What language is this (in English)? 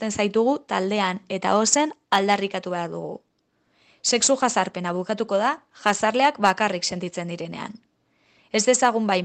Basque